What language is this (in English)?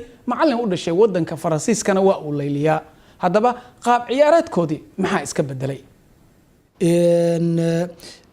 Somali